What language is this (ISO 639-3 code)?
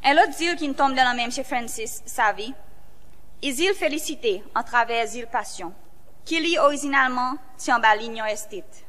crs